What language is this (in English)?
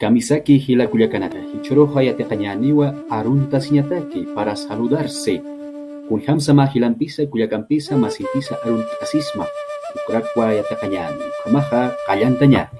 Aymara